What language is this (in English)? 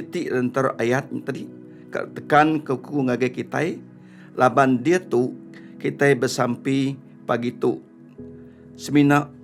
Iban